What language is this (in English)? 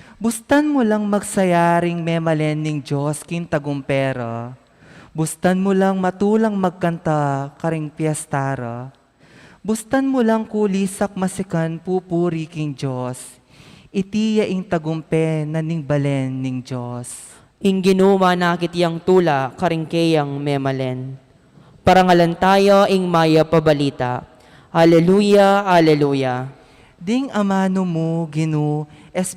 Pampanga